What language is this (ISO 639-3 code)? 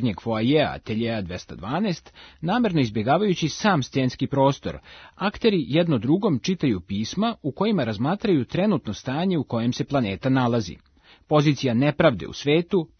srp